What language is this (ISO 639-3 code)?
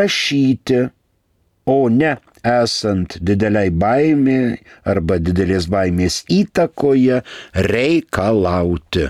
lit